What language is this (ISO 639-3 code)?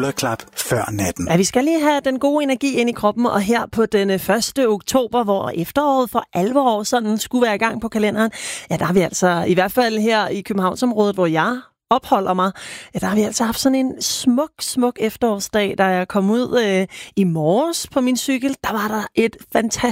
dan